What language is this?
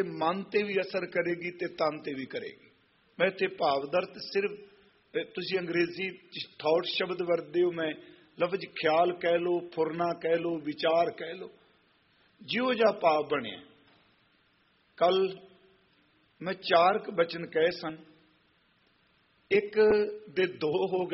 Punjabi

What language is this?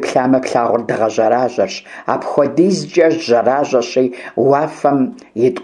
Kabardian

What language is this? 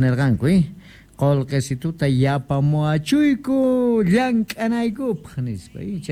South Bolivian Quechua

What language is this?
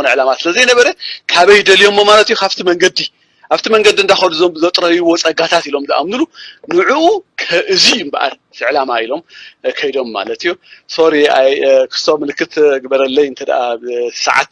Tigrinya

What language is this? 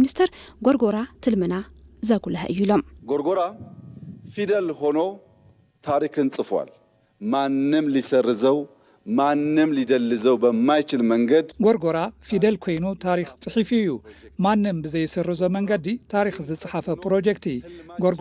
Tigrinya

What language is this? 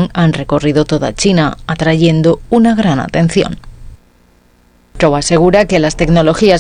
Spanish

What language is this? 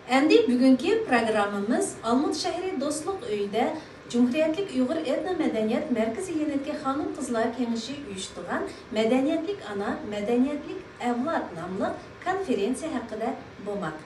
Uyghur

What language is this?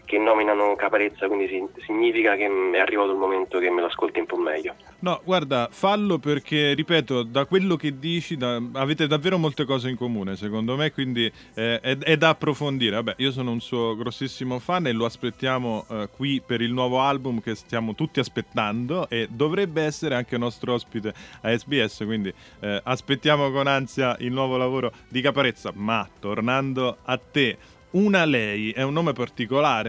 Italian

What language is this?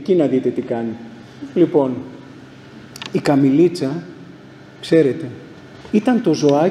Greek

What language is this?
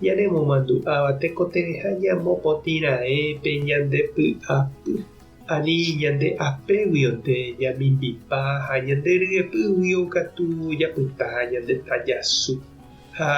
Guarani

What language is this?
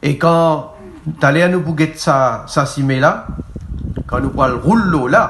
Morisyen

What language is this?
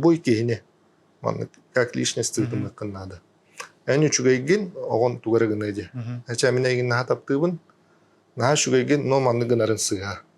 Yakut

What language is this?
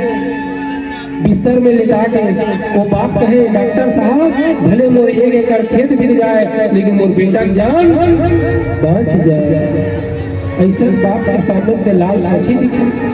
Chhattisgarhi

